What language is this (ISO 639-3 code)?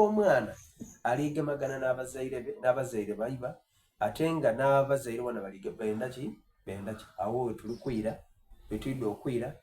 xog